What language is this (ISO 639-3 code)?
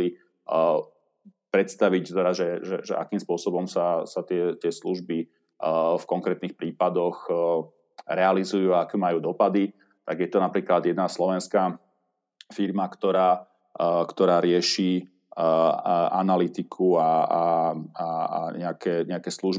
slk